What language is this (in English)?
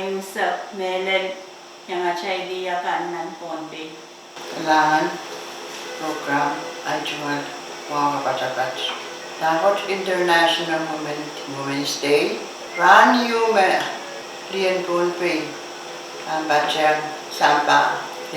Pohnpeian